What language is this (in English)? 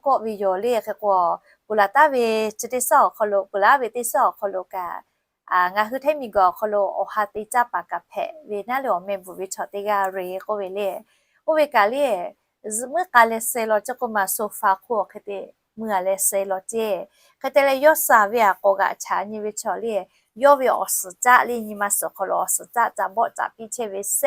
Lahu